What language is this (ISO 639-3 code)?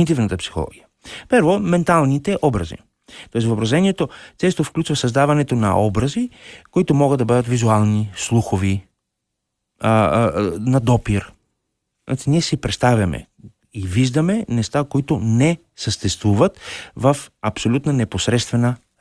bul